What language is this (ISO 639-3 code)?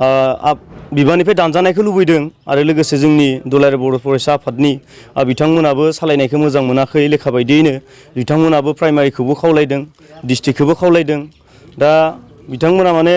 brx